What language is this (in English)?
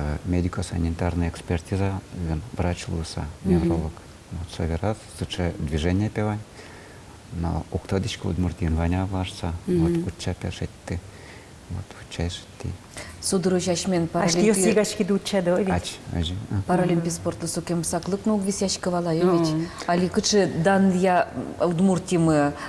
Udmurt